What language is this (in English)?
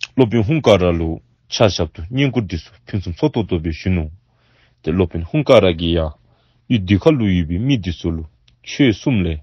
Dzongkha